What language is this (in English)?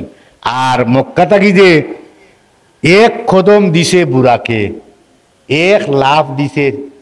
Sylheti